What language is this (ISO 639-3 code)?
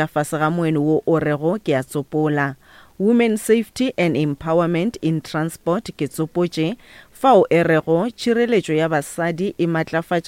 nso